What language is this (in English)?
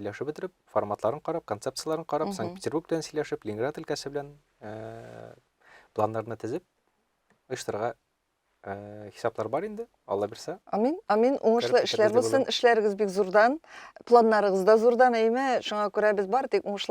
Tatar